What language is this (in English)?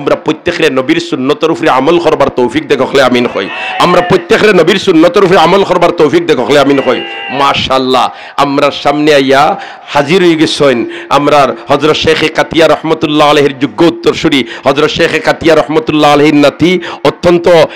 Sylheti